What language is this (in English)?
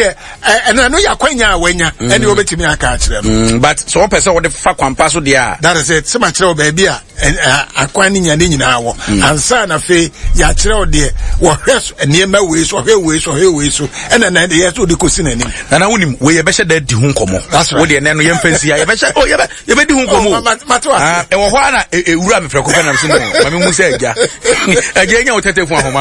Akan